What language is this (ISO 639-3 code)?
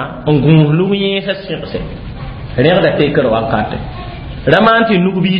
mos